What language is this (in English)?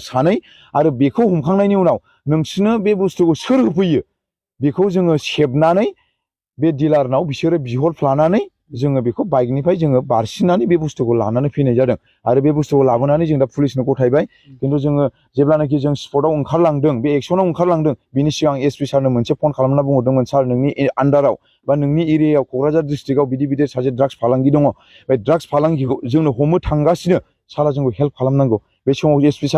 Bodo